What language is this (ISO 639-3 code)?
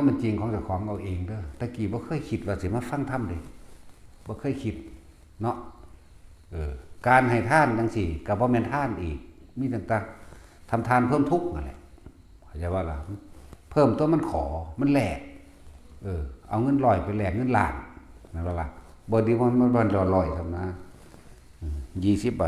tts